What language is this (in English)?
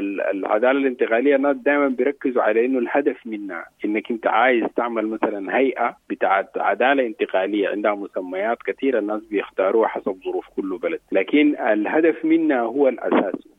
Sudanese Arabic